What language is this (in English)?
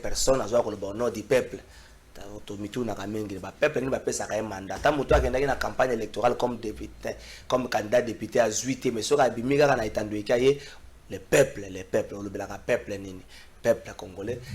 Lingala